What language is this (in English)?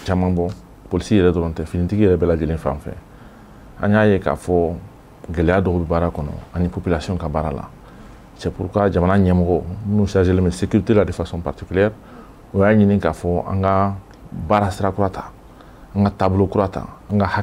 Bambara